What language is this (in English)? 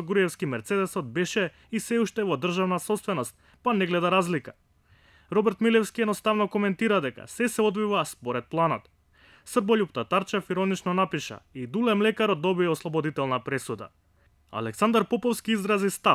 Macedonian